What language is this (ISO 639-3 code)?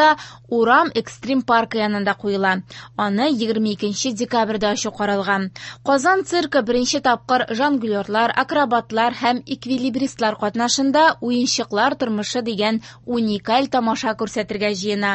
tat